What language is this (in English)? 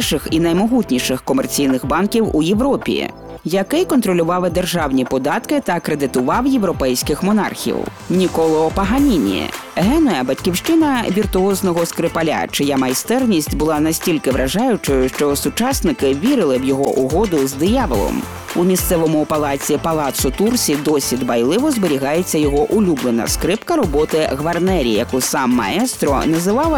Ukrainian